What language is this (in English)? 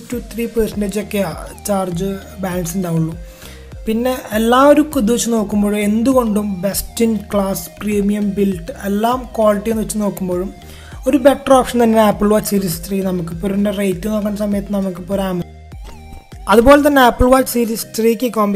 Malayalam